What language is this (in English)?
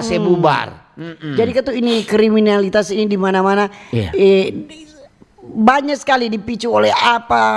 Manado Malay